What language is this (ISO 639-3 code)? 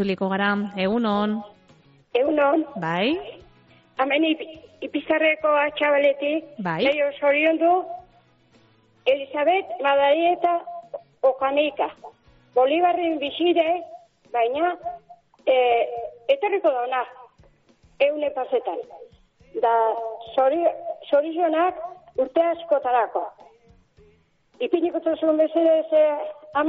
eus